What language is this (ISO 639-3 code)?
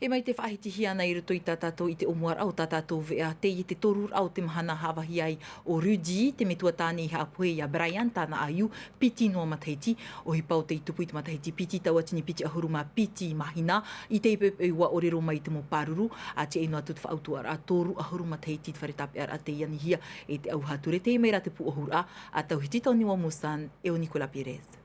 tah